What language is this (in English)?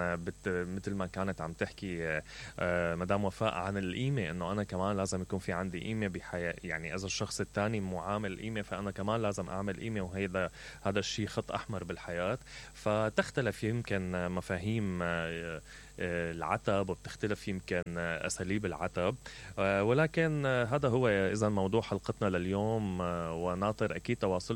Mesopotamian Arabic